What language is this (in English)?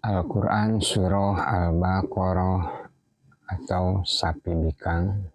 Sundanese